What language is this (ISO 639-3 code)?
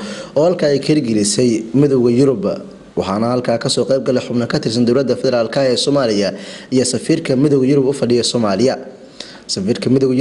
som